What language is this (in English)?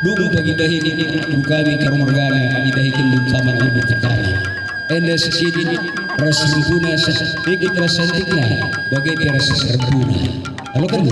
Batak Karo